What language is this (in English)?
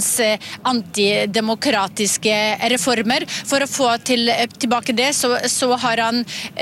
Norwegian